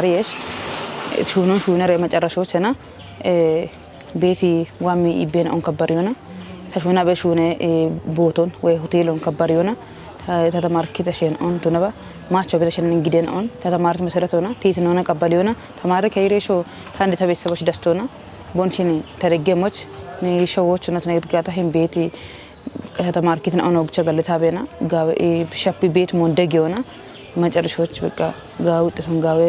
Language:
Kafa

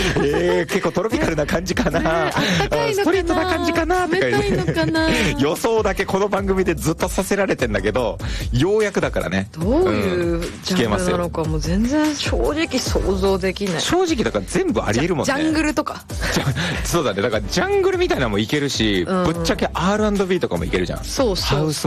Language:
Japanese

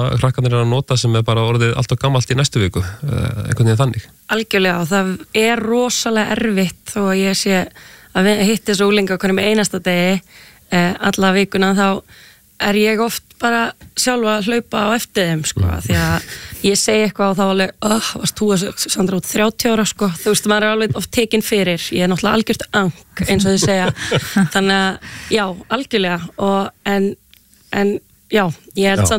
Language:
Icelandic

